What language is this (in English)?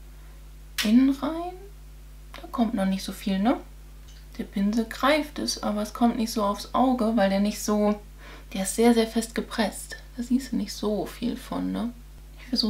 German